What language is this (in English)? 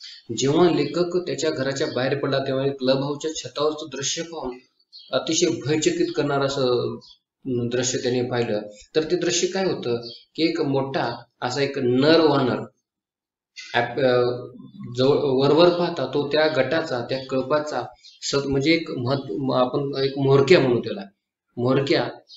Marathi